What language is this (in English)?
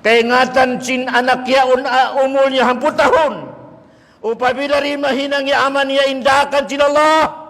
Tausug